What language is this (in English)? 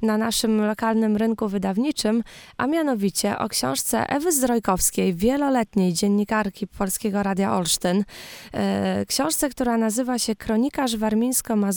Polish